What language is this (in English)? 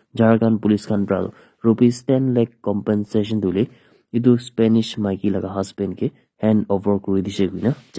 Naga Pidgin